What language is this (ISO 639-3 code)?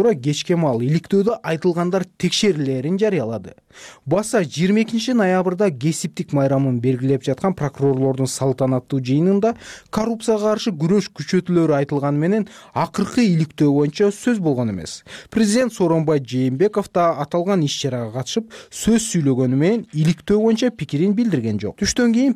kir